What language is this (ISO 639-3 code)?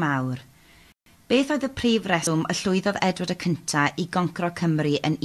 cym